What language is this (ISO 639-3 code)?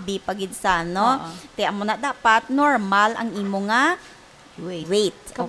hil